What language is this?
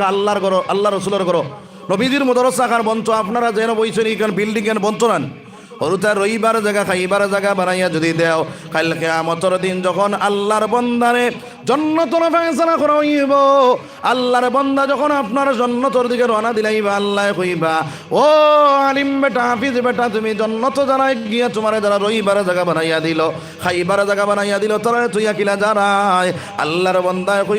Sylheti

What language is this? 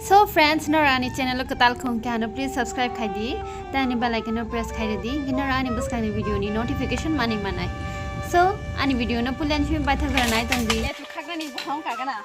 Kok Borok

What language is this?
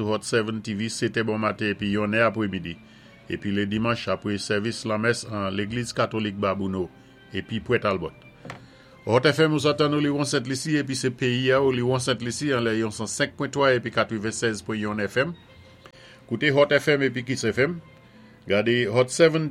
Saint Lucian Creole French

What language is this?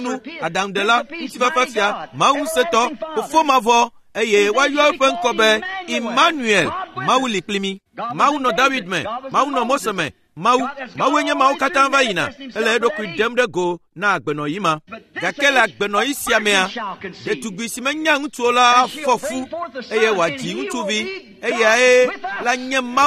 Ewe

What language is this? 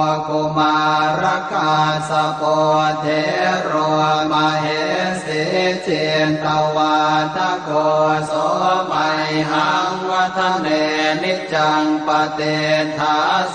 Pali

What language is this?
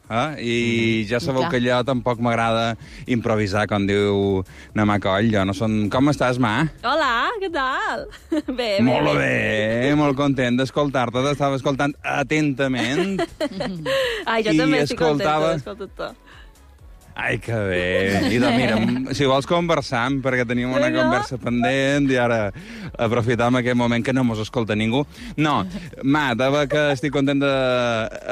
Catalan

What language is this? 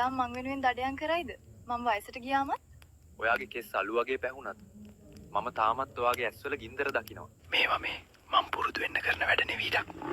Sinhala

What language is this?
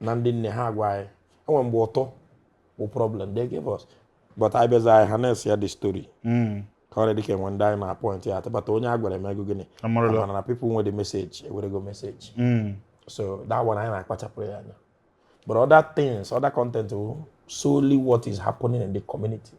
Igbo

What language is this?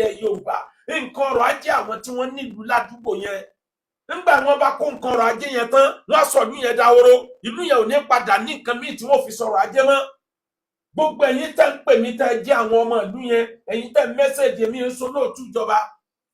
Yoruba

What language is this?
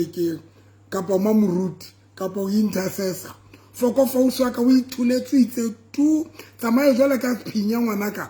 Southern Sotho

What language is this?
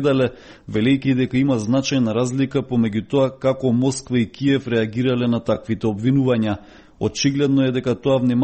Macedonian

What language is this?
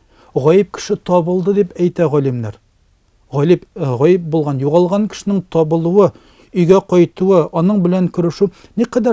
Tatar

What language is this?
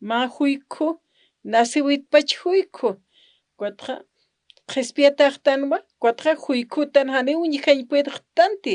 Aymara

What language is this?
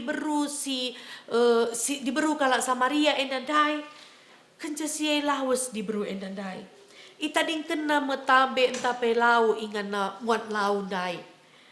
Batak Karo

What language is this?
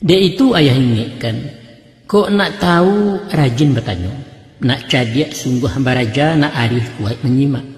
Minangkabau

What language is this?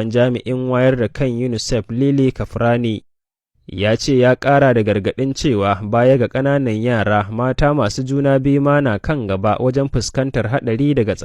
Hausa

